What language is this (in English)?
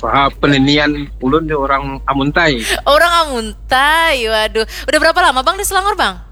Banjar